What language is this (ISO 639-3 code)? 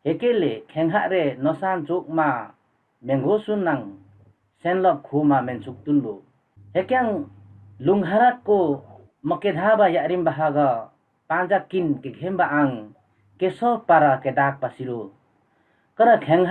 lif